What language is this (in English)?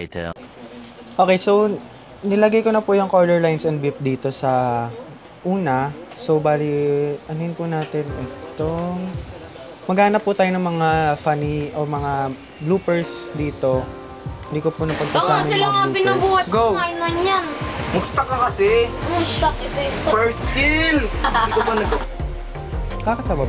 Filipino